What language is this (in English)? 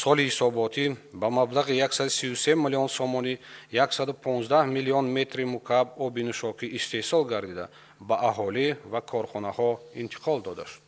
Tajik